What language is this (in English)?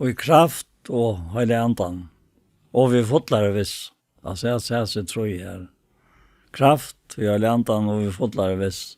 Faroese